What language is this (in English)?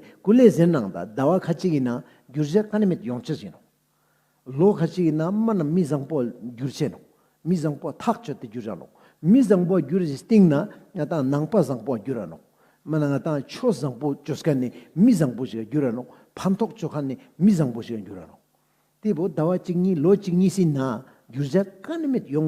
Ladakhi